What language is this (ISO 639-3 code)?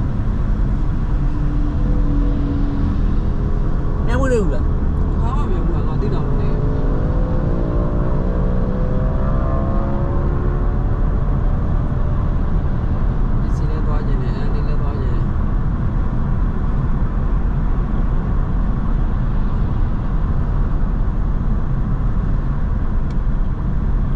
mya